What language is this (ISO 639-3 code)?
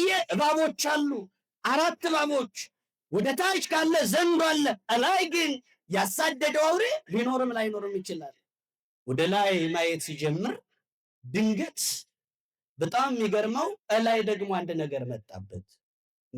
amh